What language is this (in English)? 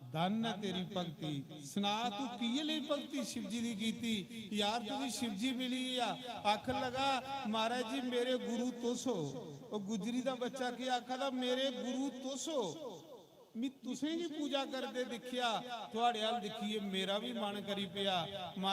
Dogri